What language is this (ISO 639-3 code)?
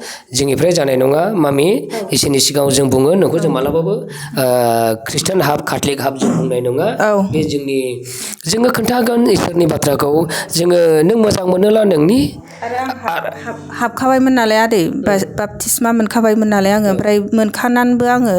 brx